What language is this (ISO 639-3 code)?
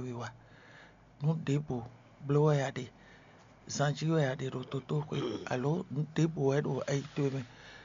fon